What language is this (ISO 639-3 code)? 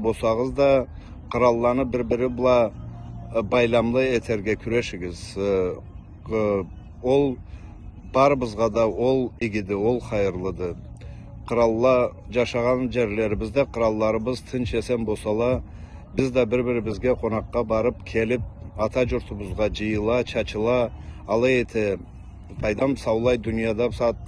krc